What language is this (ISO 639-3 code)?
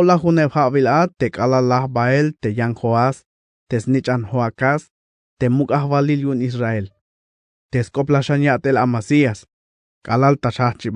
tzh